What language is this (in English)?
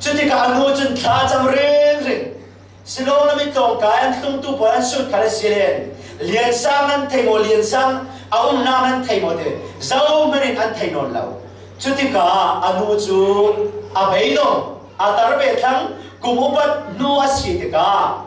Falam Chin